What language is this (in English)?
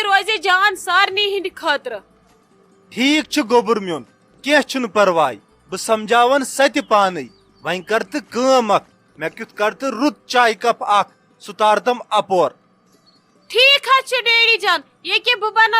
Kashmiri